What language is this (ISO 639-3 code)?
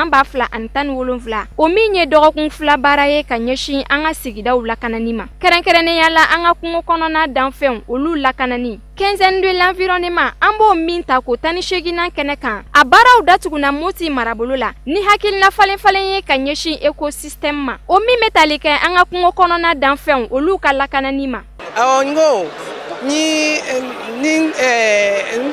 bam